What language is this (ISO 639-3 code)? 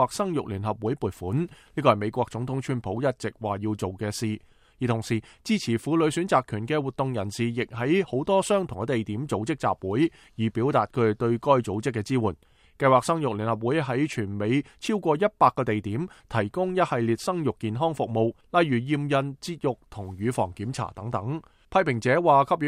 yue